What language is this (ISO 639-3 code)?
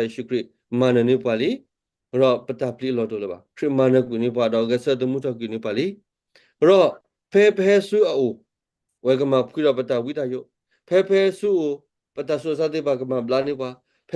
ksw